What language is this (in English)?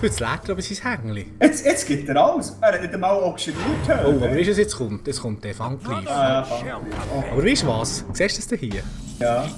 Swiss German